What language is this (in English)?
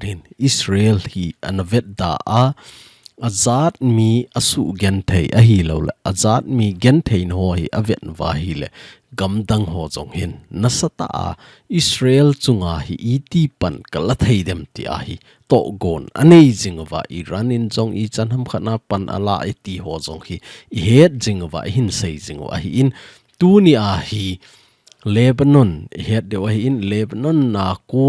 Thado Chin